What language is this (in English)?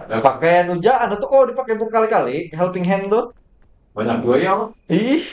Banjar